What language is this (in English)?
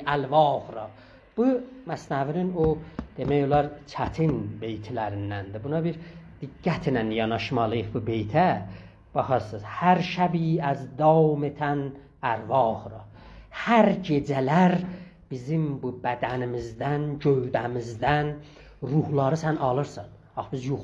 South Azerbaijani